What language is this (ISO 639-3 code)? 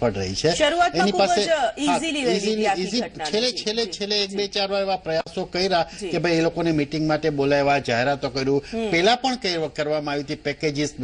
guj